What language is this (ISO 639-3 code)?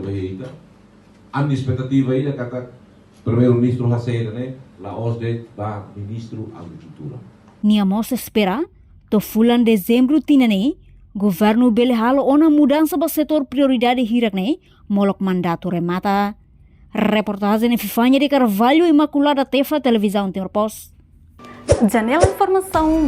tet